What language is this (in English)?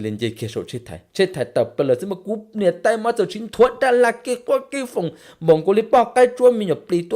Hmong